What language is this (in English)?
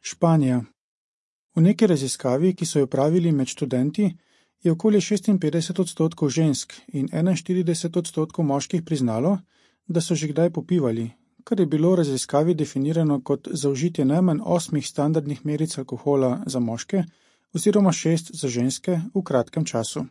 Slovenian